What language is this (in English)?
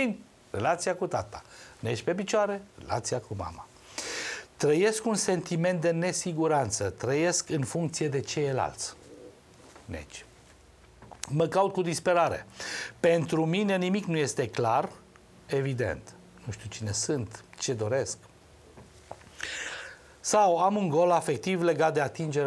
Romanian